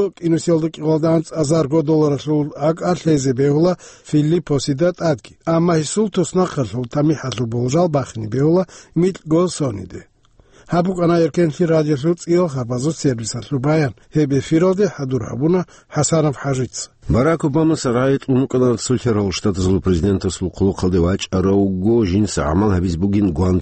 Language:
Avaric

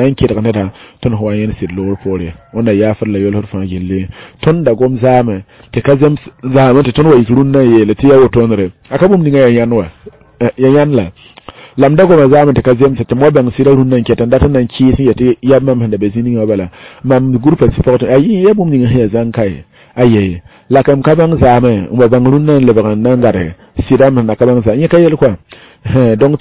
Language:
Mossi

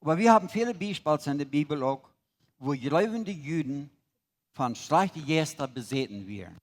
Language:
Plautdietsch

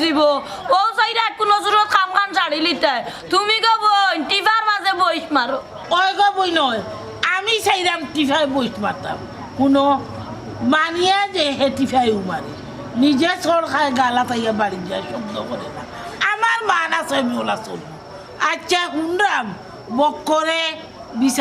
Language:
Sylheti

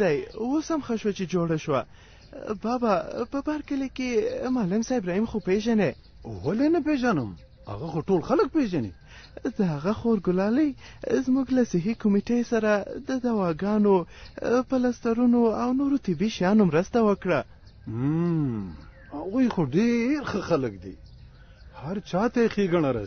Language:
Pashto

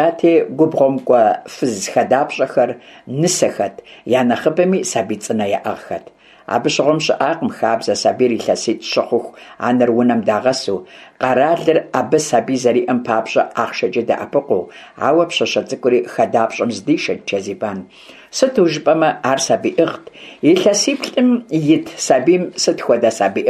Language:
Kabardian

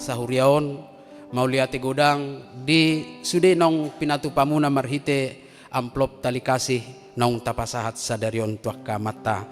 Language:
Batak Toba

